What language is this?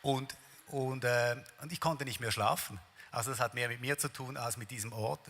Swiss German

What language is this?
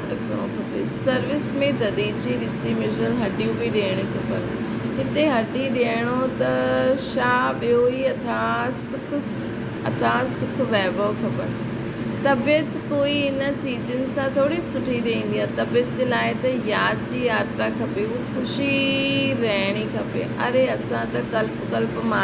Sindhi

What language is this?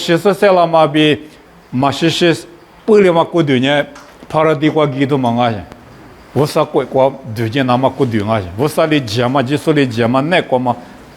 Lisu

